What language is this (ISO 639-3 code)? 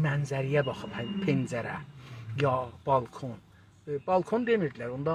azb